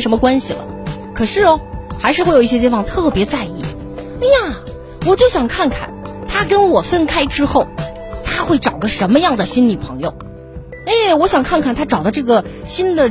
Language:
Chinese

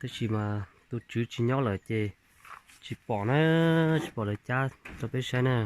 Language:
Hmong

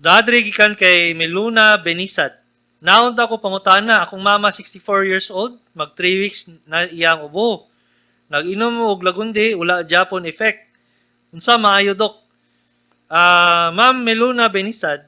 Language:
Cebuano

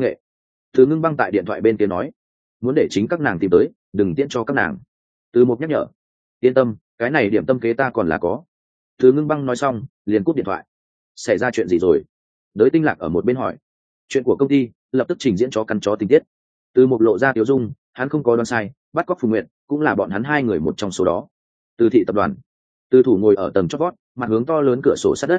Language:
Vietnamese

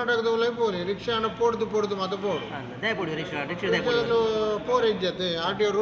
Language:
Tulu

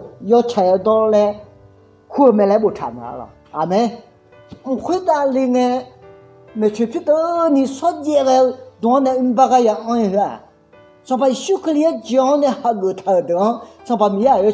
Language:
Akha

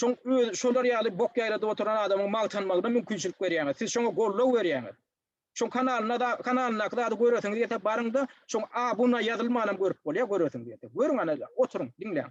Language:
Turkmen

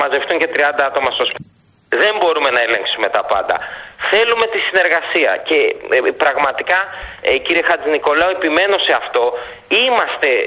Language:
Greek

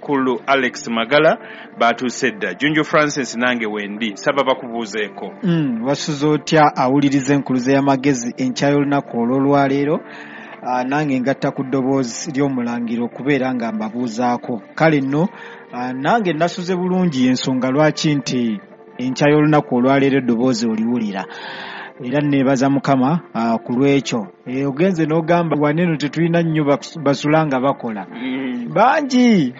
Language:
Ganda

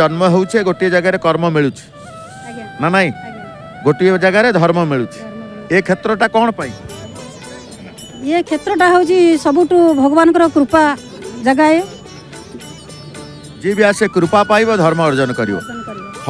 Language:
Odia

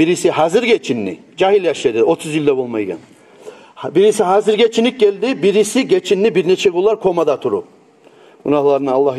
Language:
Kumyk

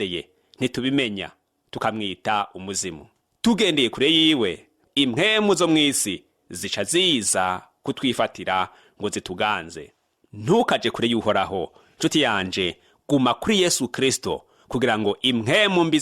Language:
Rundi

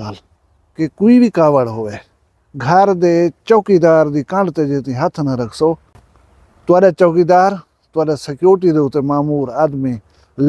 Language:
Saraiki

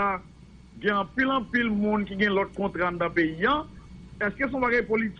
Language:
Haitian Creole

